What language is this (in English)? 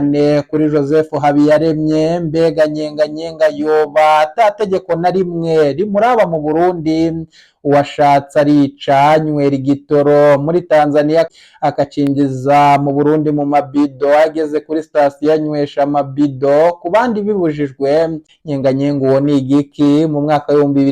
Rundi